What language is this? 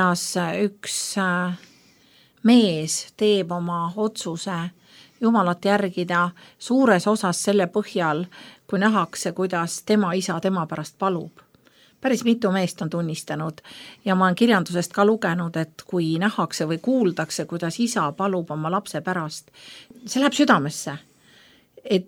Estonian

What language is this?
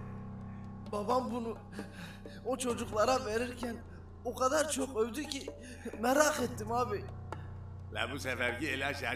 Turkish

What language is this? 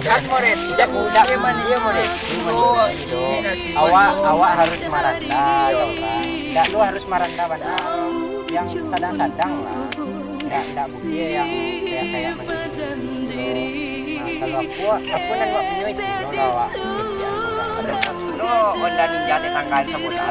Minangkabau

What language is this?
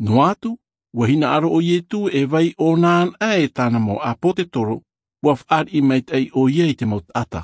Tahitian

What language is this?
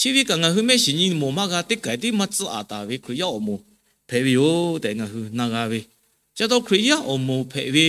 Lahu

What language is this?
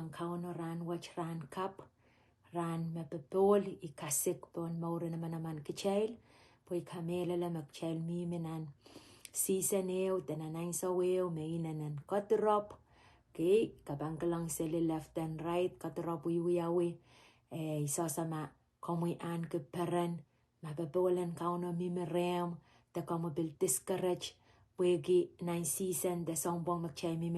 Pohnpeian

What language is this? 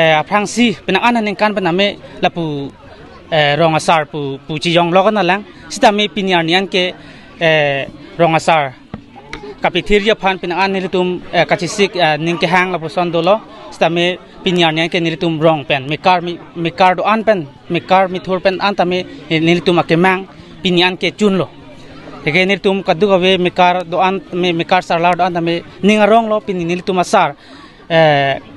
Karbi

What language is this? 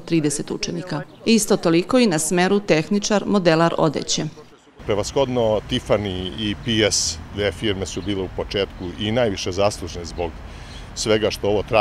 Serbian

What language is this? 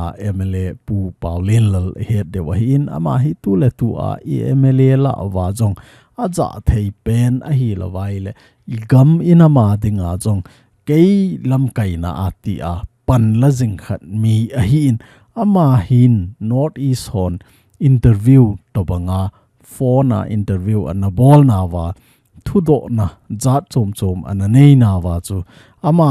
Thado Chin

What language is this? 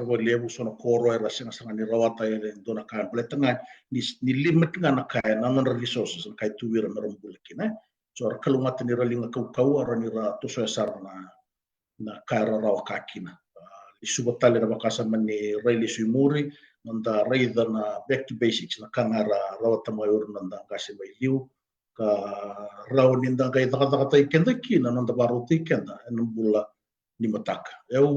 Fijian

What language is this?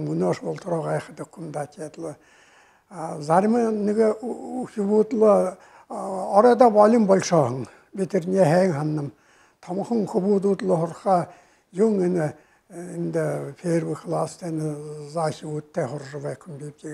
Buriat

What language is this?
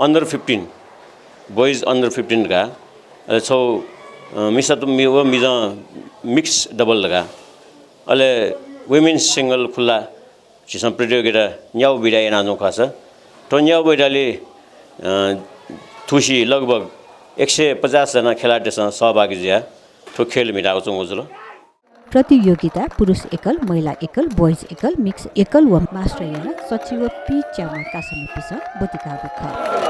Newari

